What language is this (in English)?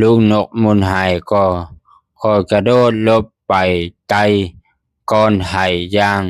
Lao